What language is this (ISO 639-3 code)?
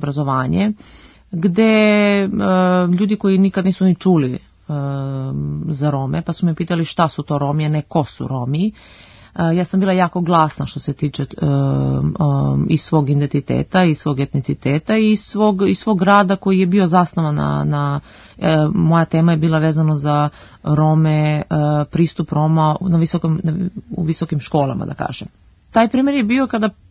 srp